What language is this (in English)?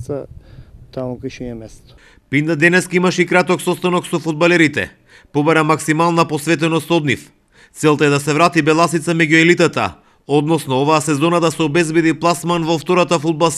Macedonian